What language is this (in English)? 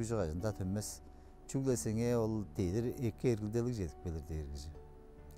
Tuvinian